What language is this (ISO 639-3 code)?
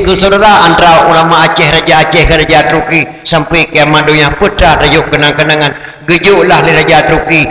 ace